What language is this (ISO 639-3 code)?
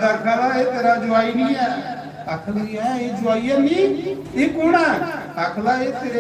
doi